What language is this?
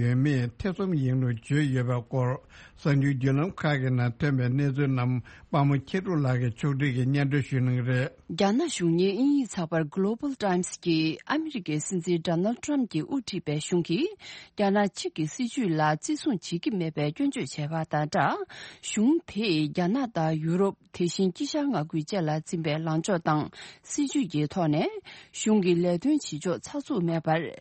Tibetan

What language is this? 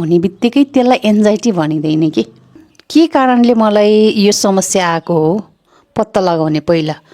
Nepali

